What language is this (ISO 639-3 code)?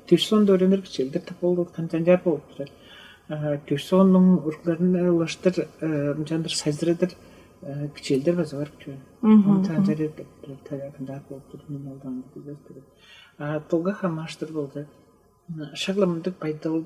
tyv